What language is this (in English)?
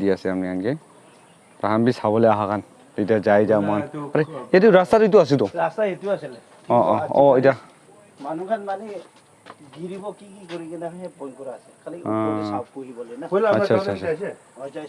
Naga Pidgin